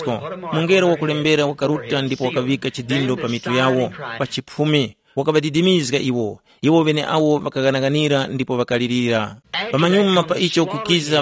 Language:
Tumbuka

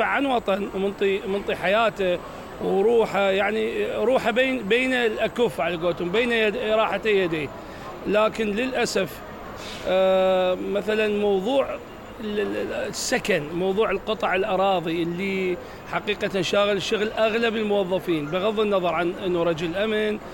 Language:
Mesopotamian Arabic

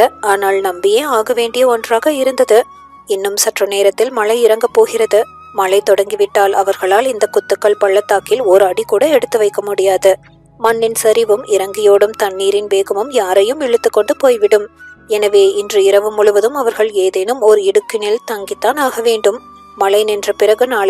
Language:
Tamil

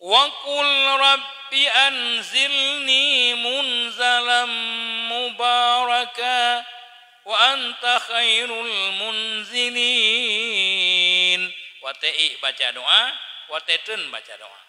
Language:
Achinese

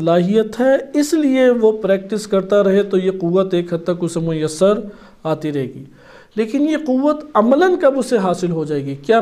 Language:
Urdu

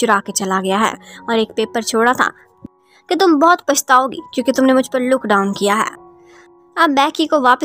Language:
Hindi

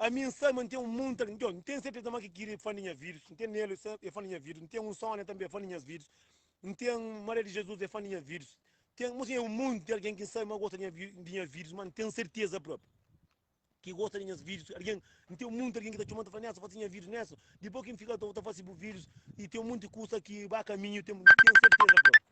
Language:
Kabuverdianu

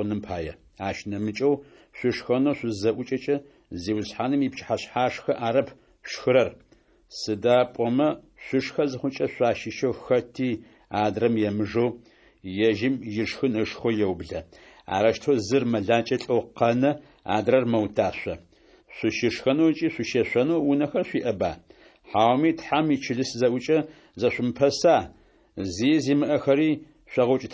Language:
Adyghe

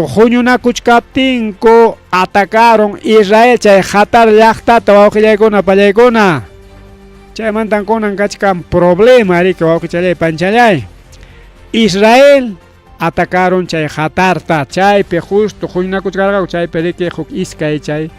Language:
Ayacucho Quechua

